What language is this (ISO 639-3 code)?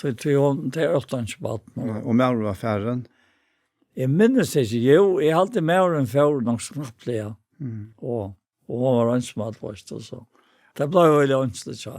fao